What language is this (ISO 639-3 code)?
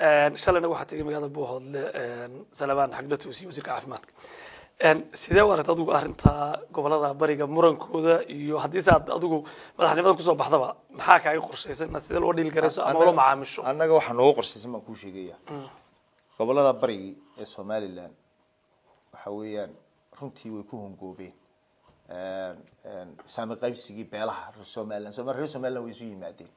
som